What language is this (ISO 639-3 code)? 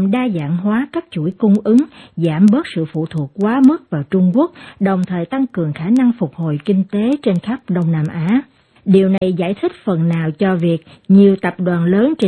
vie